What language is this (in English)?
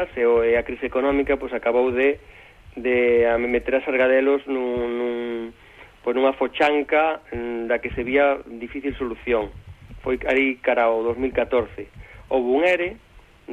Galician